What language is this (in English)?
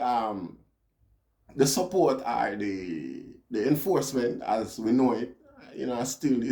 Jamaican Creole English